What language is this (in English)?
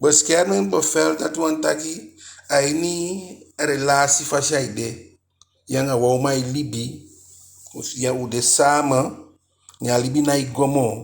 Eastern Maroon Creole